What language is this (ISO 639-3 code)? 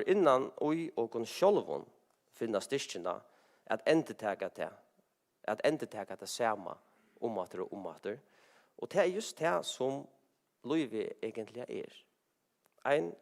fao